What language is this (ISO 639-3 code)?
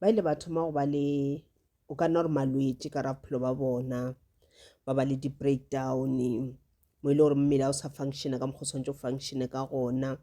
nso